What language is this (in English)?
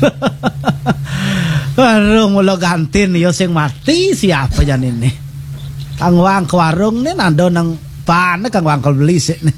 Balinese